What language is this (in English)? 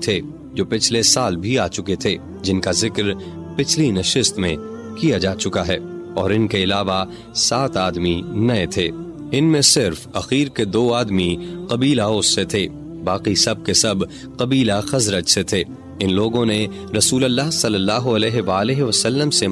Urdu